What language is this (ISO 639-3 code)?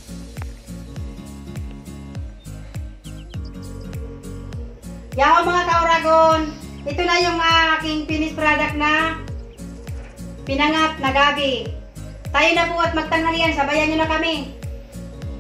fil